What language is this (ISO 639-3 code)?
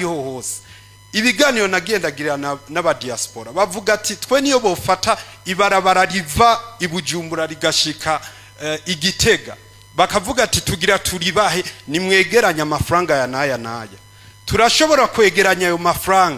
run